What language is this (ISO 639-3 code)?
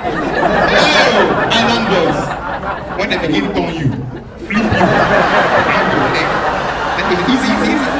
pcm